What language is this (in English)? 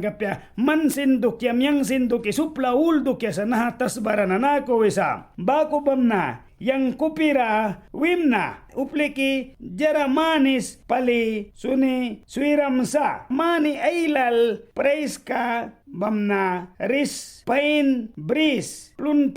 Mískito